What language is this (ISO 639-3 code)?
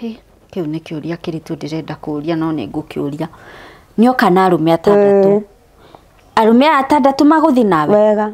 kik